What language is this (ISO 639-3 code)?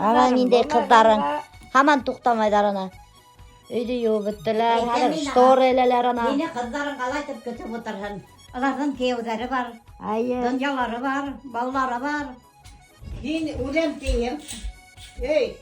bak